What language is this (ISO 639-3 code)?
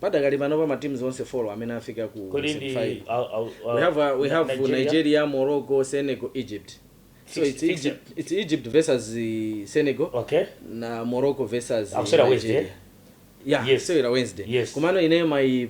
nya